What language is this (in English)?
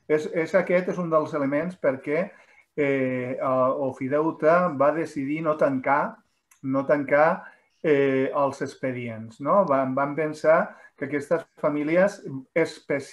Catalan